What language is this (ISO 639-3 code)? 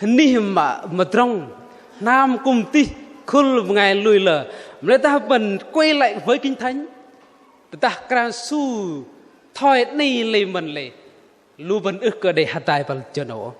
bdq